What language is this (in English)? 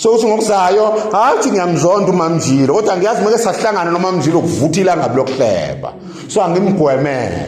Zulu